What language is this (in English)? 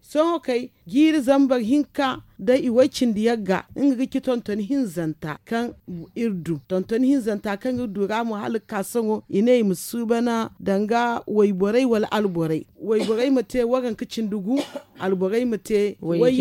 Zarma